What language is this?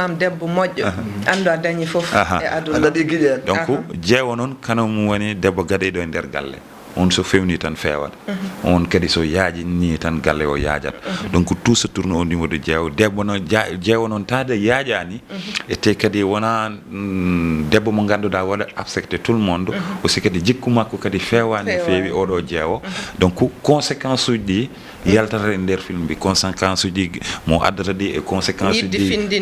Fula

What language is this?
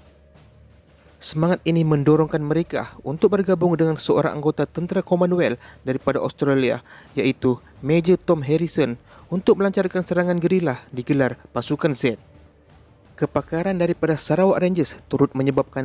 Malay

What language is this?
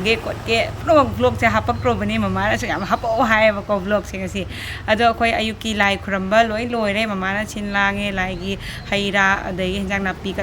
Manipuri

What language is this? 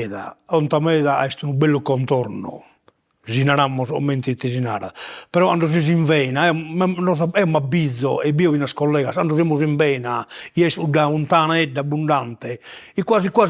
Sardinian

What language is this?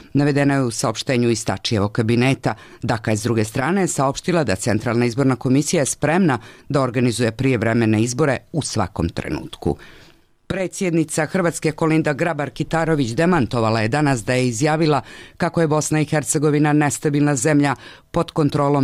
Bosnian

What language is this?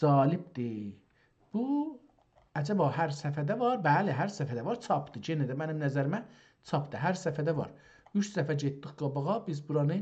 South Azerbaijani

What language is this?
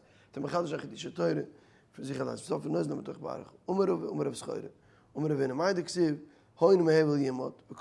Yiddish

